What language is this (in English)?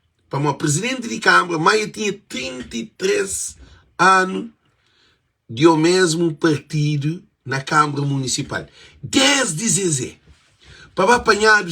Kabuverdianu